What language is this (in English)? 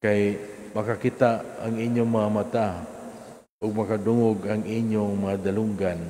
Cebuano